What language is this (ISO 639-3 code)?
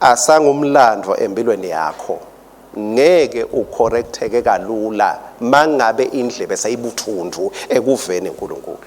ssw